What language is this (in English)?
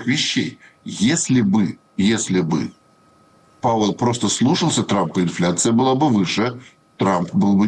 Russian